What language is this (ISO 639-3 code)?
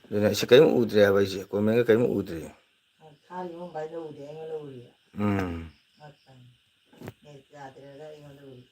mni